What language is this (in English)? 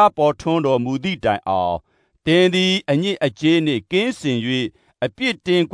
Burmese